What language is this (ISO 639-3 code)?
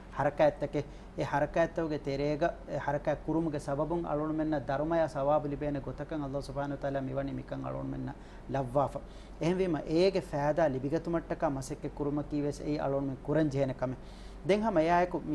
div